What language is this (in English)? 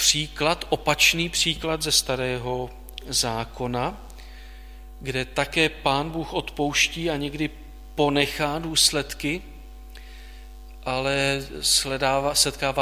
Czech